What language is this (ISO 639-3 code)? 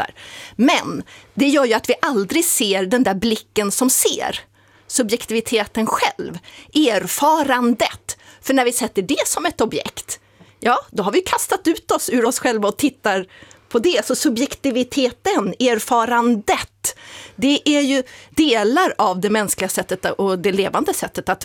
swe